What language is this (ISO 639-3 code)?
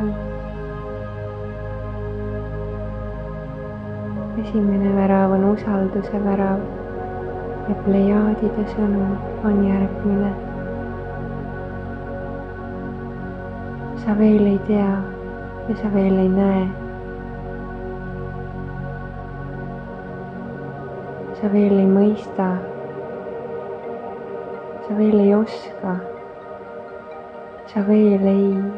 est